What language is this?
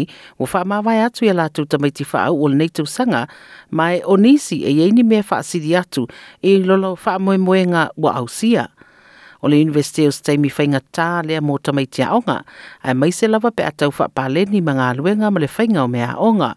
Samoan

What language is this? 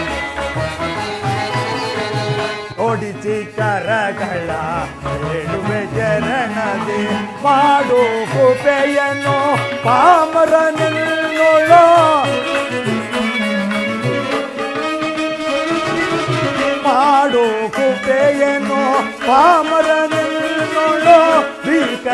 Kannada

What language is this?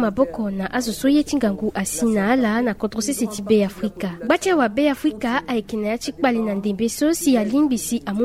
Sango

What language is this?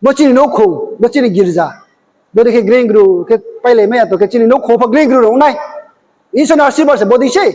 Riang (India)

